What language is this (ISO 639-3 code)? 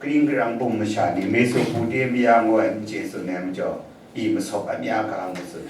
kac